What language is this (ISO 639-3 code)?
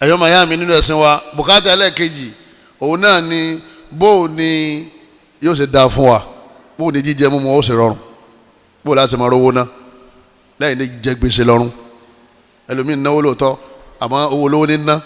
yor